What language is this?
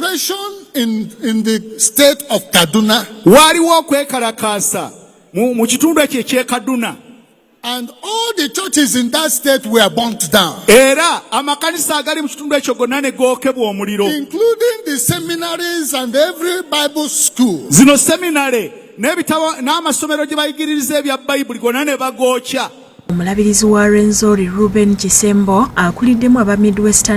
Ganda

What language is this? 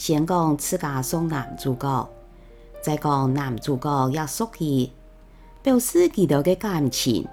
Hakka Chinese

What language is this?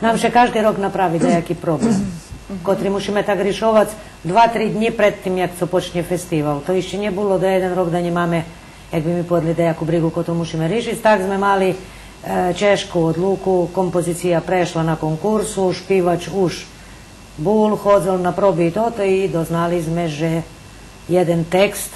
Rusyn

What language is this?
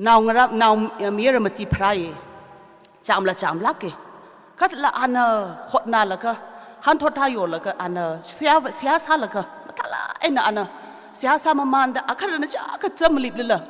Tangkhul Naga (India)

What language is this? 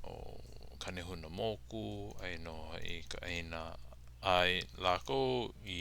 Hawaiian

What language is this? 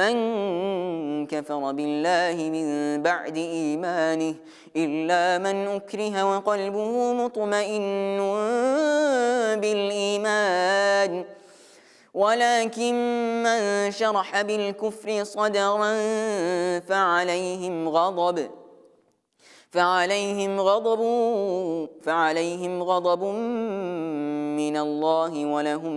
Arabic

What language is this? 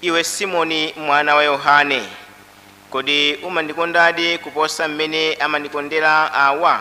Nyanja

